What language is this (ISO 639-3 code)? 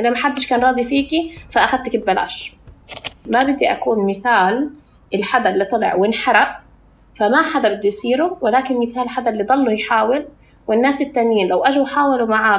apc